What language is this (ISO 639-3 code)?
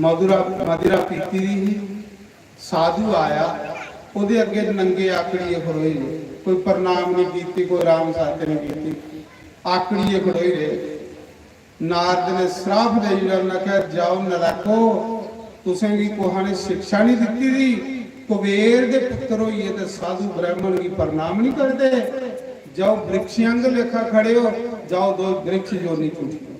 doi